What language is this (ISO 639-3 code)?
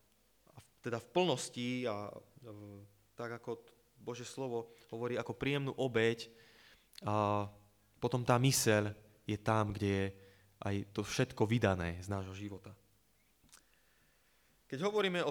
slk